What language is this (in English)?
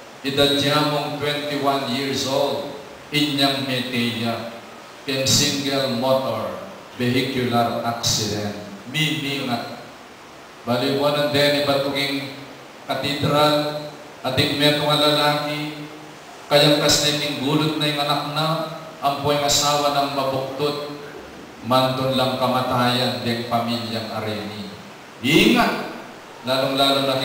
Pampanga